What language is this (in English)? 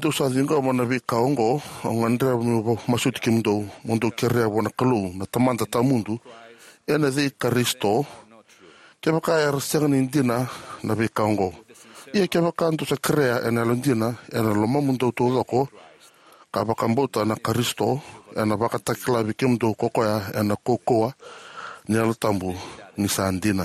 Fijian